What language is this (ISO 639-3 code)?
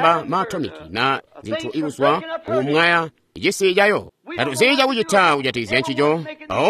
toi